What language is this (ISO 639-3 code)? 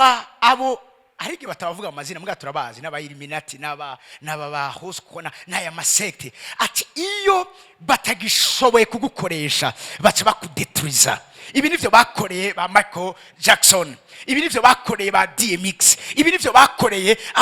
run